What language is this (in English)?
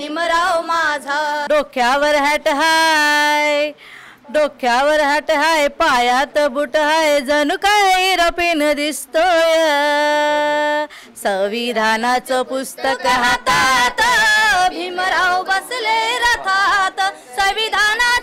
Marathi